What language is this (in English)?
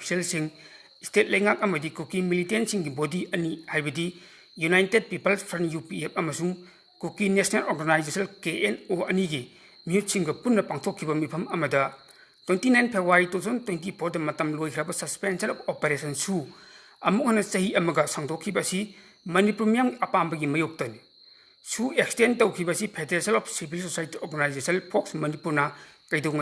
Manipuri